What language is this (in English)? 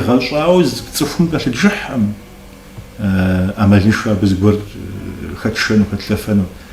Kabardian